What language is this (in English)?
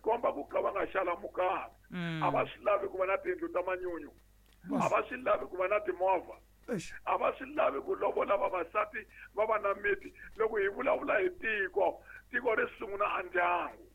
Tsonga